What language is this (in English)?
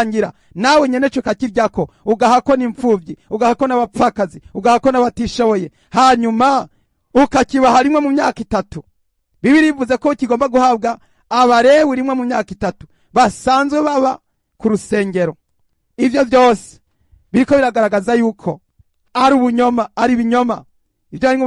Rundi